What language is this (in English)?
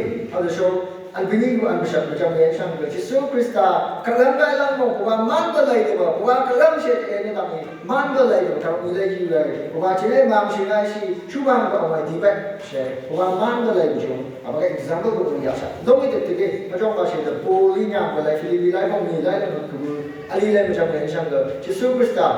Phom Naga